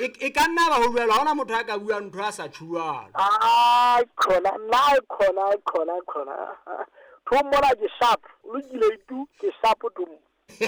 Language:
Southern Sotho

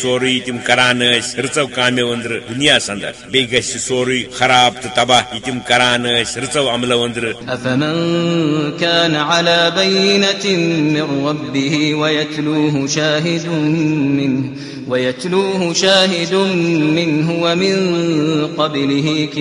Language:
Kashmiri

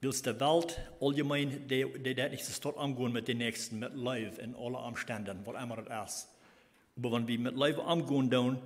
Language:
Plautdietsch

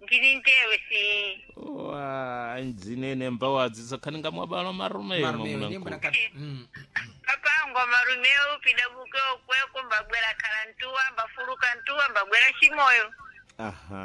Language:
Sena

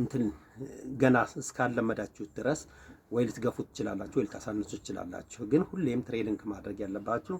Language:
Amharic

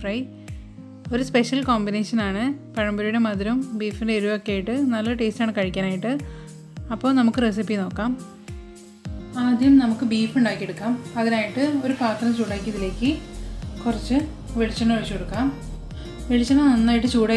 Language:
Malayalam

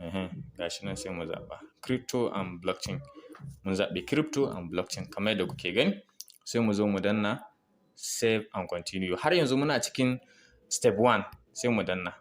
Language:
Hausa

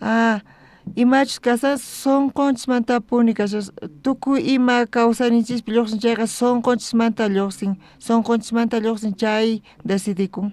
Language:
South Bolivian Quechua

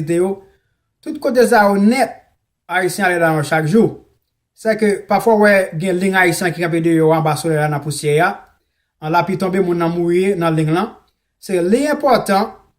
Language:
Haitian Creole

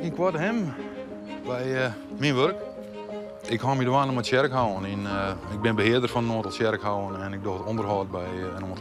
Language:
Western Frisian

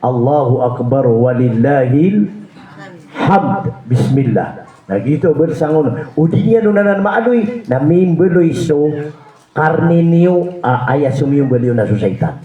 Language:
Maranao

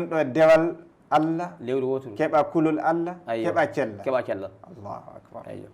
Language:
Fula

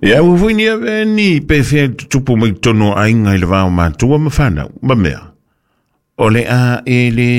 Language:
Samoan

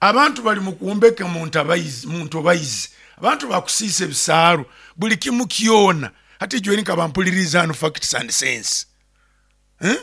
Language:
Nyoro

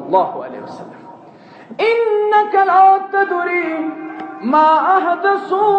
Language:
Kashmiri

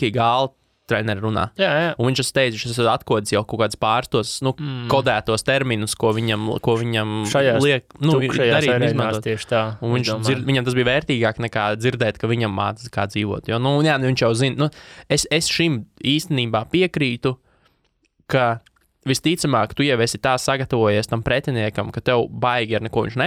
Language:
Latvian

